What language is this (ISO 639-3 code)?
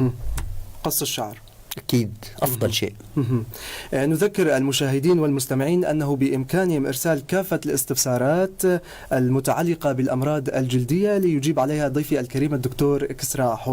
apc